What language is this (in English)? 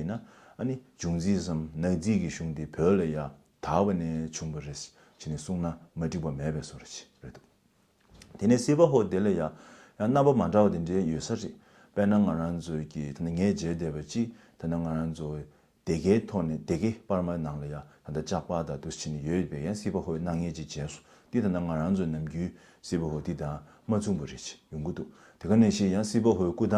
Tibetan